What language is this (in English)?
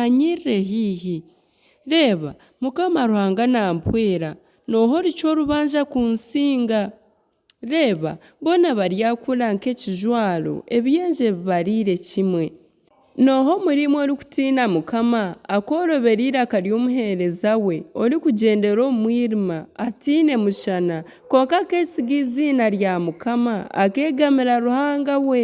Nyankole